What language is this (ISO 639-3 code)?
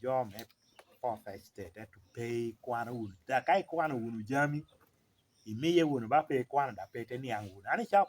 laj